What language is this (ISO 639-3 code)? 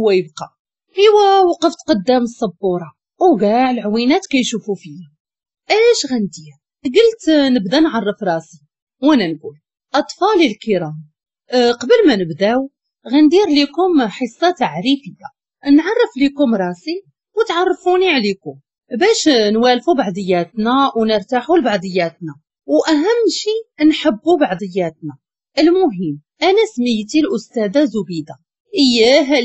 ary